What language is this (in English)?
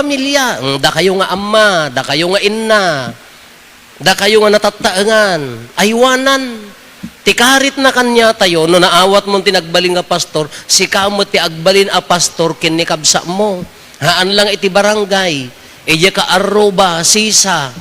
Iloko